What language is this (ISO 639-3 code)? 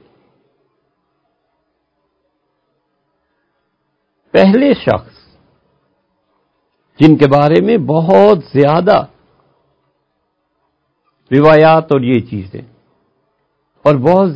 urd